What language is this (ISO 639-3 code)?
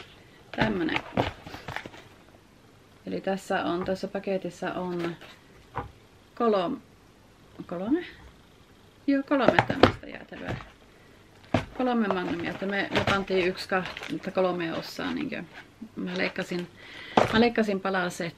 fin